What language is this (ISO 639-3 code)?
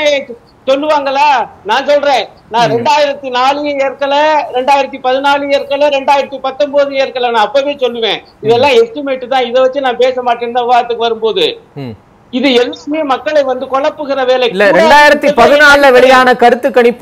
tam